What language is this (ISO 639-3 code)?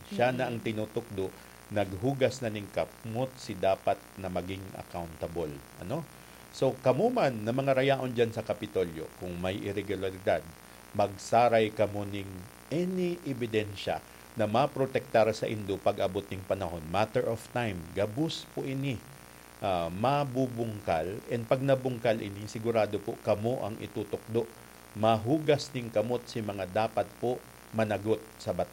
bik